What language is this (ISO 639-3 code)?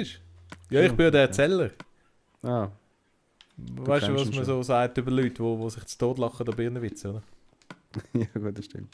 gsw